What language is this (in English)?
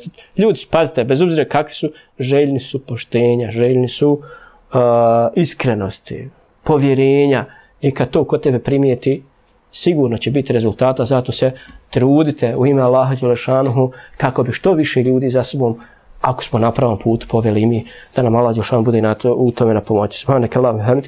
Bosnian